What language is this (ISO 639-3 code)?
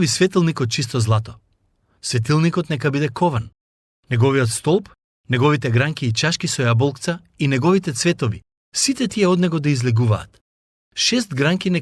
mkd